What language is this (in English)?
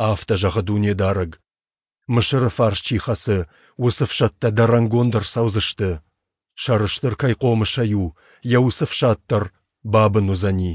Ossetic